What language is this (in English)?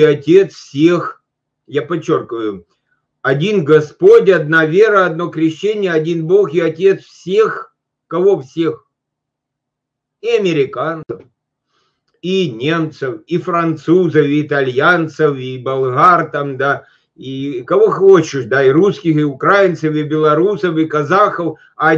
Russian